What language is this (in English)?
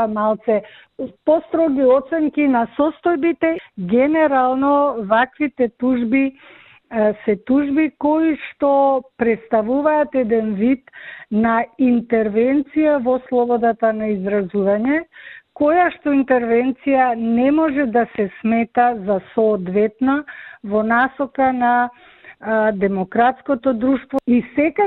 Macedonian